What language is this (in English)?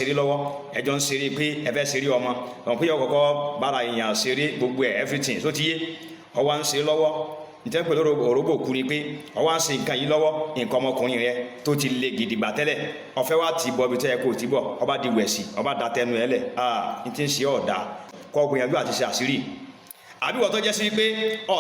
Yoruba